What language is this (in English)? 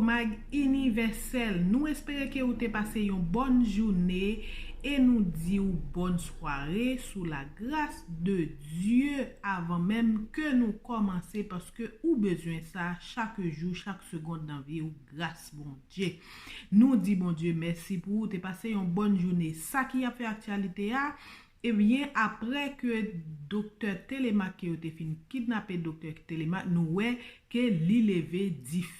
Haitian Creole